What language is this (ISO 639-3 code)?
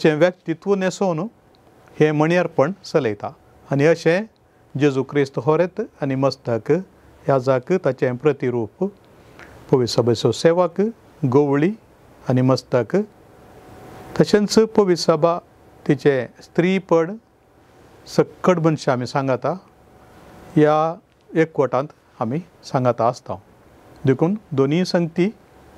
kok